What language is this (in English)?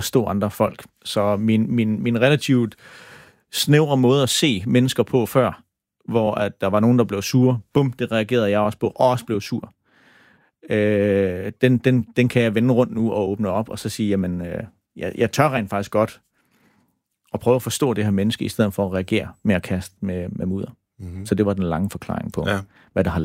Danish